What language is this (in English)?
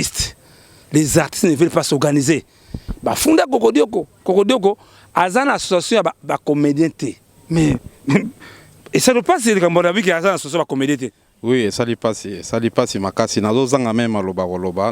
Lingala